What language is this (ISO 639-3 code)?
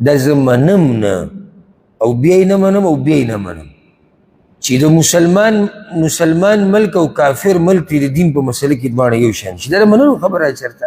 pus